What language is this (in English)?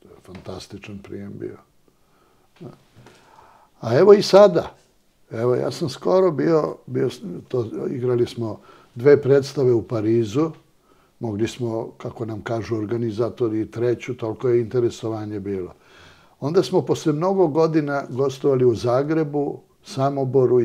Serbian